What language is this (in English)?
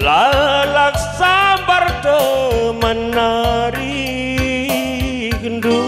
Batak Karo